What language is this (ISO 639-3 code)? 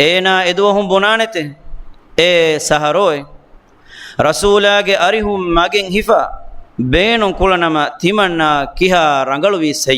div